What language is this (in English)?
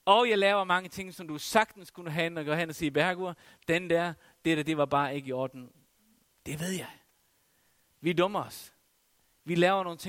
Danish